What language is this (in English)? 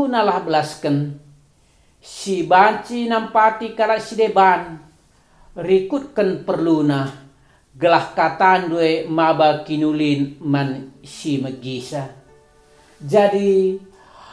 Batak Karo